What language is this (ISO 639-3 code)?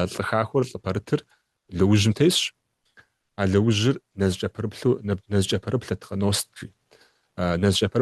kbd